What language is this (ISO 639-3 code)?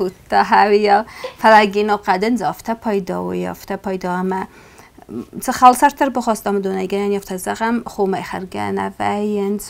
oss